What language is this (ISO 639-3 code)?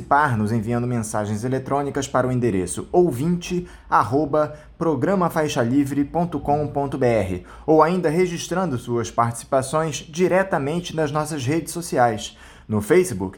por